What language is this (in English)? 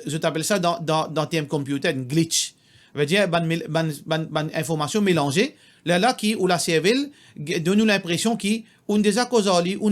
Morisyen